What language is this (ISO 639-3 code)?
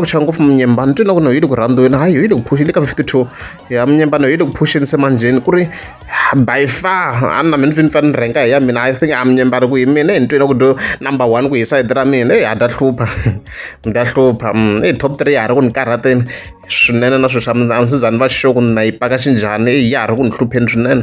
tso